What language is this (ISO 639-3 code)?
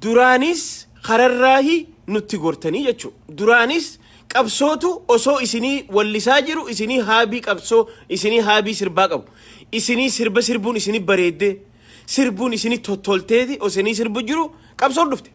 orm